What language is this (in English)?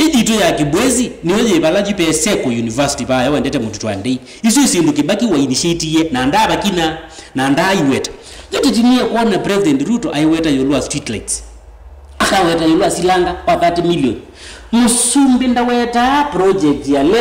Kamba